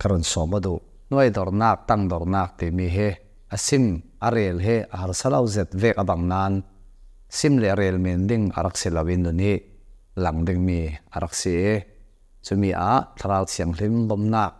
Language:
Hakha Chin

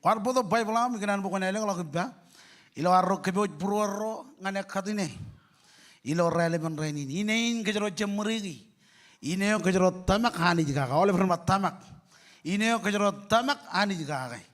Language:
Marshallese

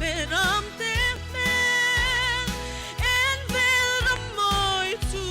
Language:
Hmar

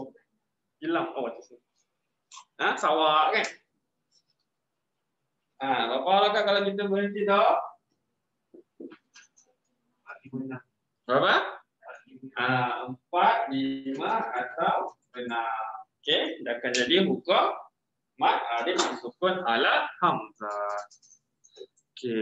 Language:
Malay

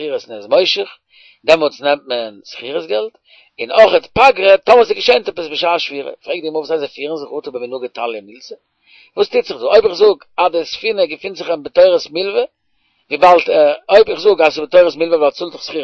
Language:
Yiddish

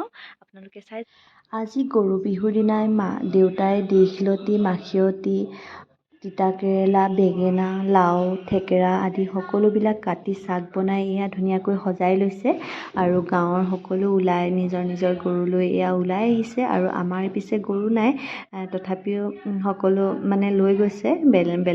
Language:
Assamese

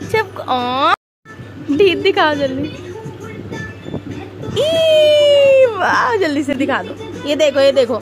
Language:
Hindi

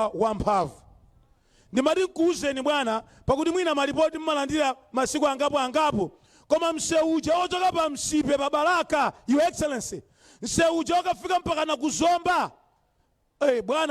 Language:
Nyanja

